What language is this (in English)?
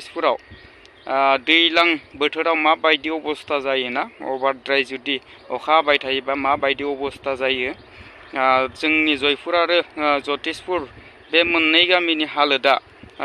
Bodo